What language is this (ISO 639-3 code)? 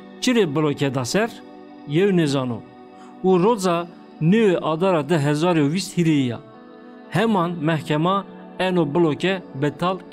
zza